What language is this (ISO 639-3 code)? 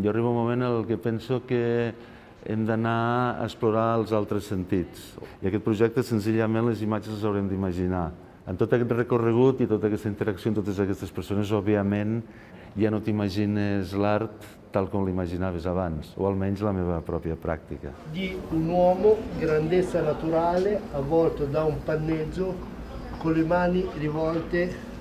cat